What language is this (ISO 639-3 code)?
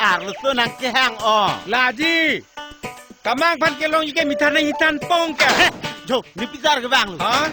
mjw